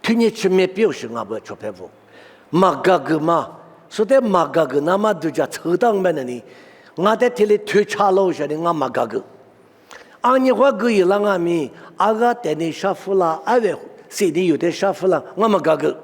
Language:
Lisu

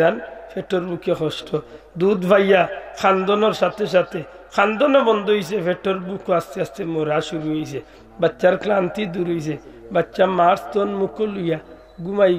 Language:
Sylheti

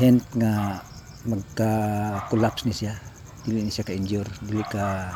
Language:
Cebuano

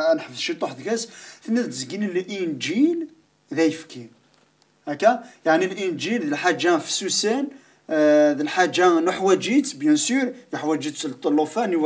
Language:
Kabyle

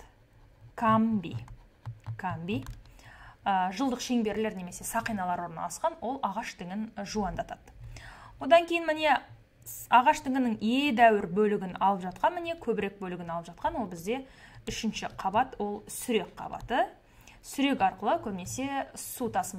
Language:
Kazakh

